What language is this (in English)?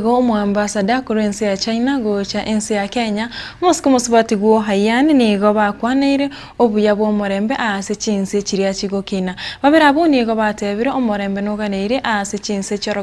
Gusii